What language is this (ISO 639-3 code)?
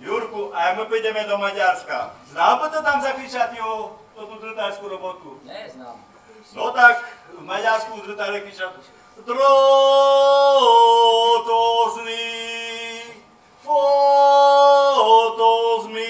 rue